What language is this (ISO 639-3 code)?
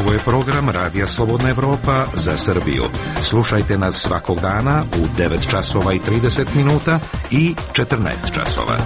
srp